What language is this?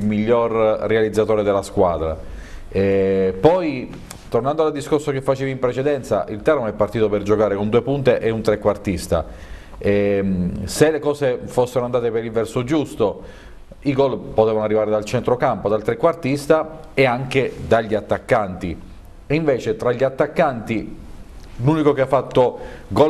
Italian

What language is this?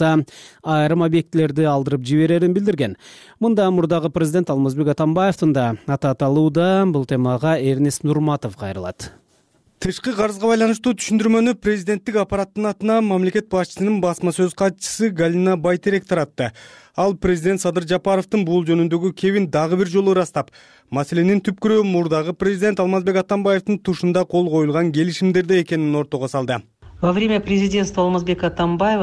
Kyrgyz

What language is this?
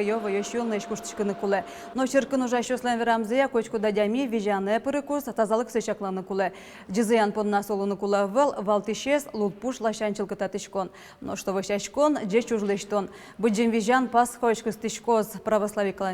Udmurt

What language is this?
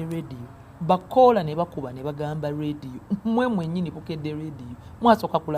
Ganda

